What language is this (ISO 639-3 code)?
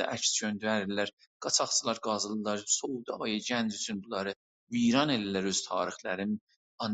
azb